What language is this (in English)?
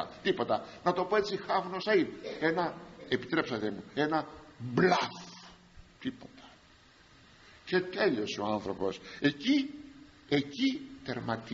Greek